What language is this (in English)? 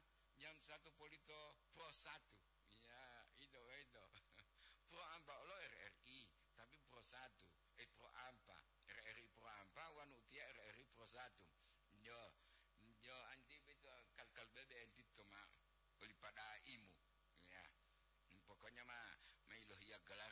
Gorontalo